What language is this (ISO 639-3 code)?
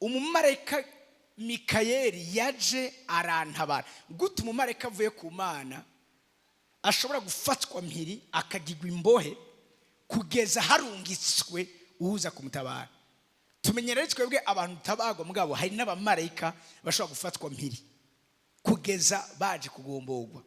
run